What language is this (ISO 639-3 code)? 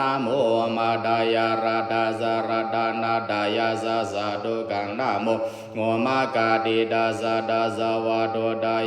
pli